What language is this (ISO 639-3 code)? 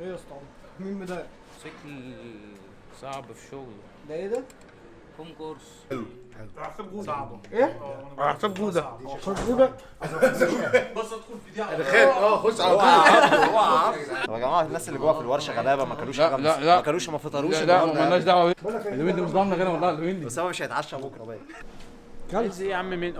arz